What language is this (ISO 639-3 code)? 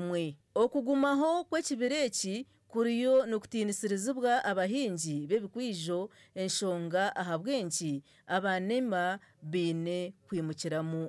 nyn